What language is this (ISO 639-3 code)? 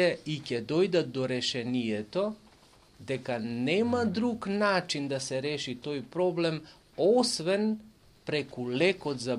mkd